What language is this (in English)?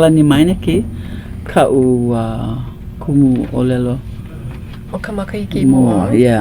Hawaiian